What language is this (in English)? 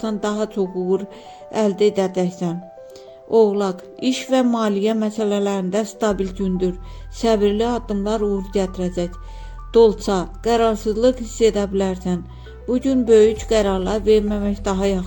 Azerbaijani